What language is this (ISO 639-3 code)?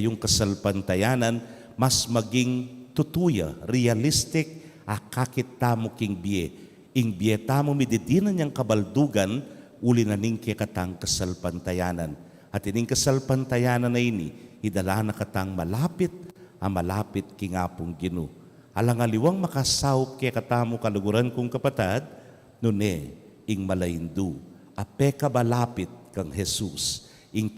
pam